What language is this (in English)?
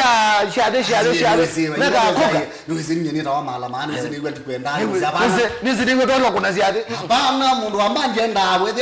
Kamba